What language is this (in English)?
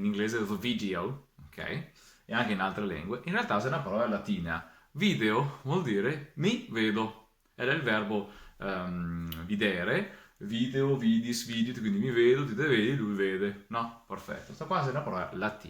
Venetian